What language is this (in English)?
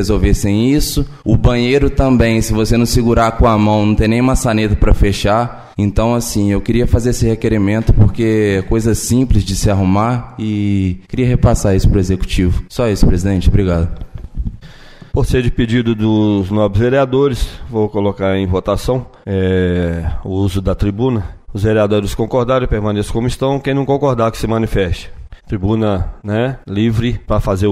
Portuguese